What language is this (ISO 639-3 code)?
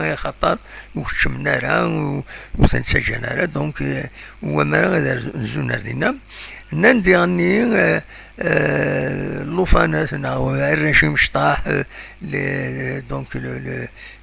kab